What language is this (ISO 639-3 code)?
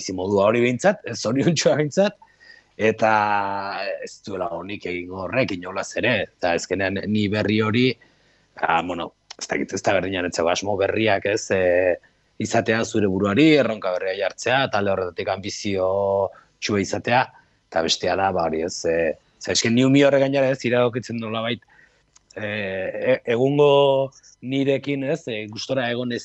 eus